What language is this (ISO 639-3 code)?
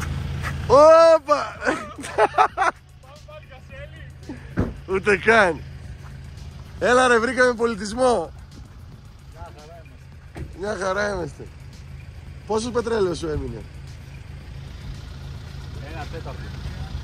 ell